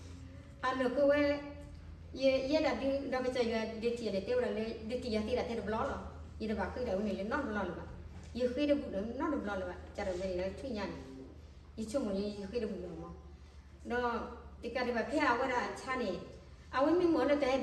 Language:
S'gaw Karen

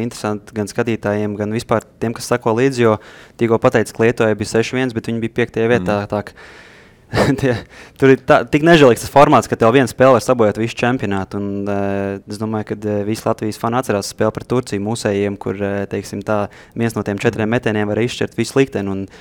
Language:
Latvian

